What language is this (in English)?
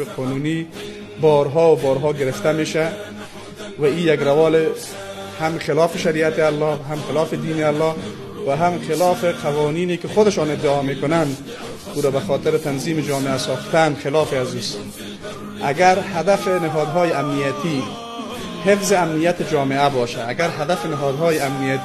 Persian